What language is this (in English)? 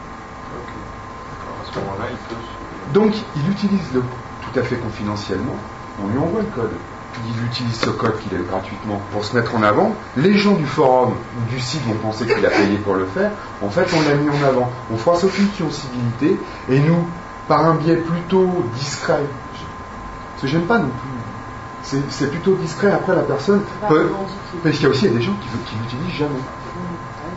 French